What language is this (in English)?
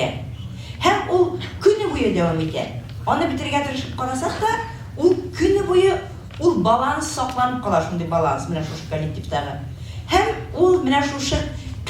Tatar